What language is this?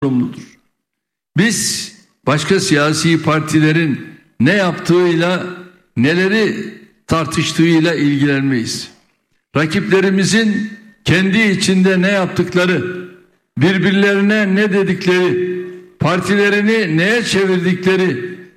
Turkish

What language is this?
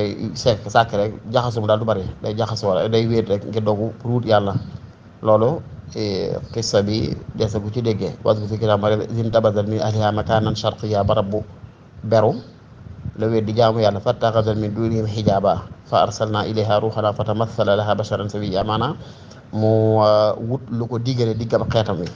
Wolof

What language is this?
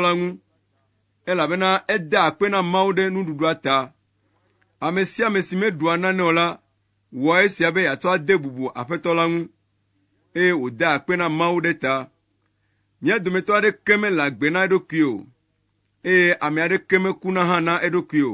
Ewe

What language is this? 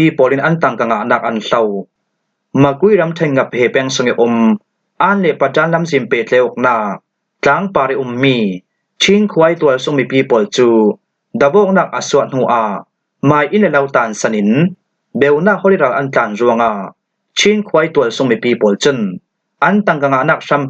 Falam Chin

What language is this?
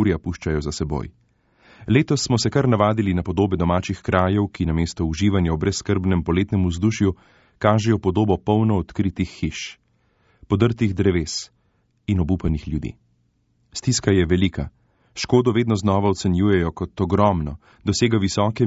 Slovenian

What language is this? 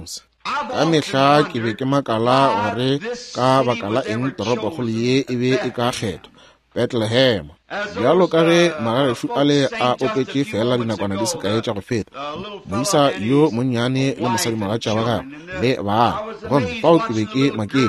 Northern Sotho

